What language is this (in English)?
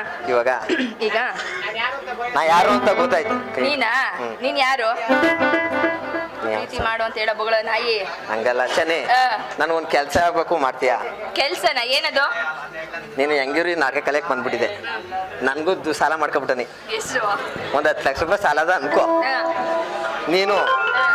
Kannada